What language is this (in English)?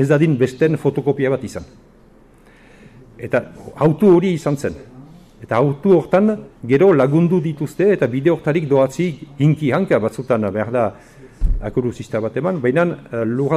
Basque